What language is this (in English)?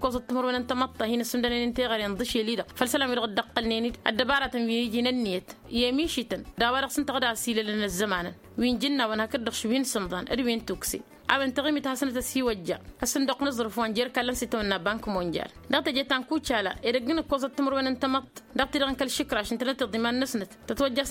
Tamasheq